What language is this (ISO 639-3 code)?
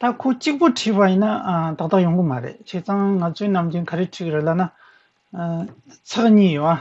bod